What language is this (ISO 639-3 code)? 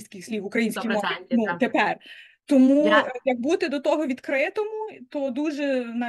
ukr